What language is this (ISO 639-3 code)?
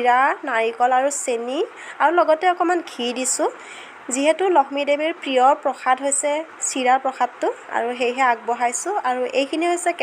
asm